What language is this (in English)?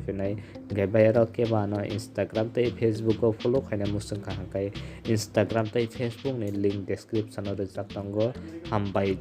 Kok Borok